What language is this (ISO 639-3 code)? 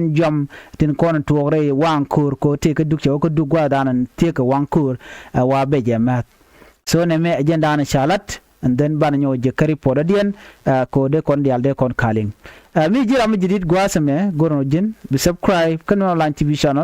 nus